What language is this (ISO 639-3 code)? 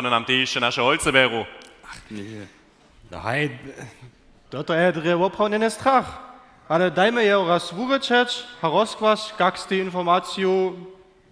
hsb